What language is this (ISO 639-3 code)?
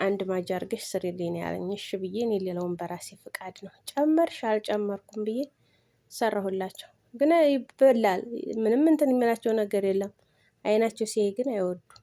amh